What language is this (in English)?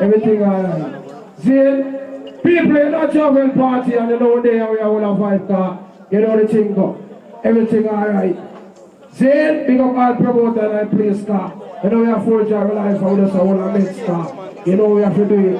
Jamaican Creole English